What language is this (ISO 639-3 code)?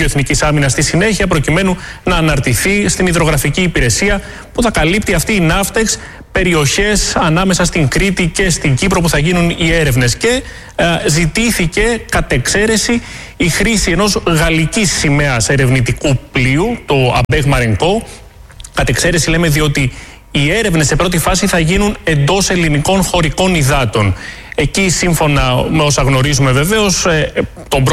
ell